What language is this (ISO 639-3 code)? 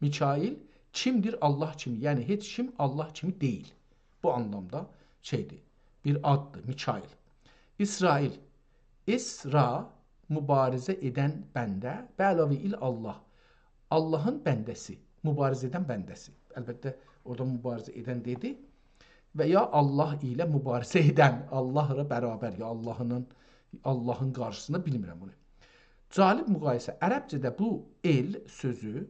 azb